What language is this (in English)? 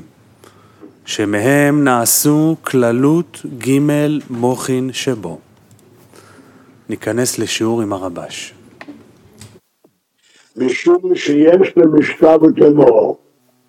Hebrew